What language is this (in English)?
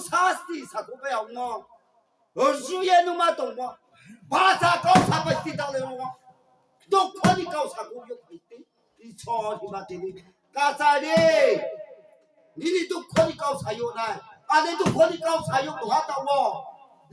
Riang (India)